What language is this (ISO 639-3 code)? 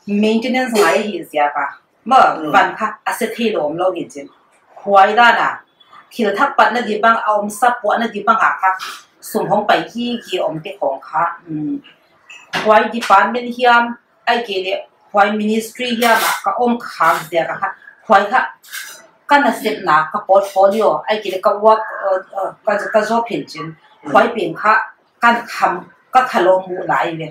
pck